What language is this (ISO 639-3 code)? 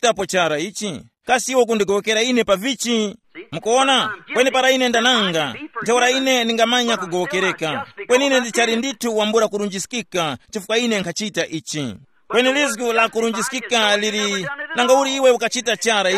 tum